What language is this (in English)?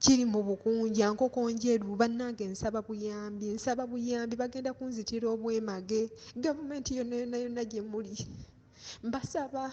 Ganda